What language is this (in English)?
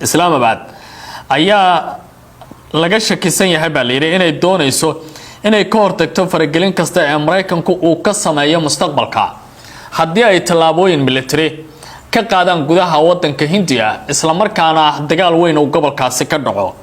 Somali